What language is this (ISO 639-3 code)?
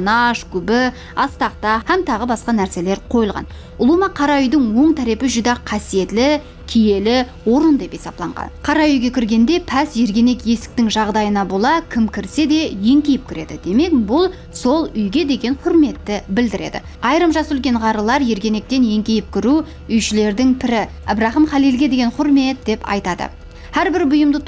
kaa